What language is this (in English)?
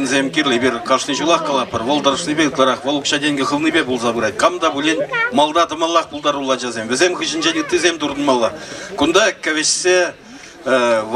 Chuvash